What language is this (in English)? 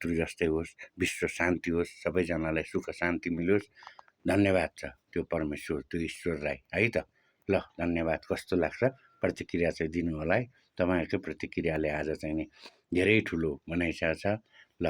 Nepali